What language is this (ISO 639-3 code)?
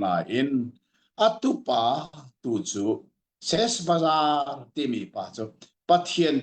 cnh